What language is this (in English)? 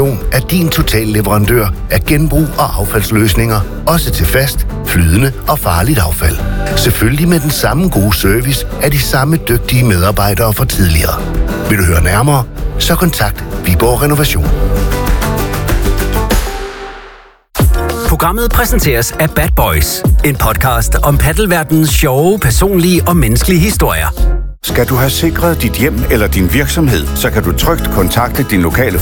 Danish